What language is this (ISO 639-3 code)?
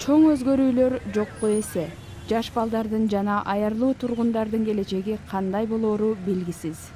kir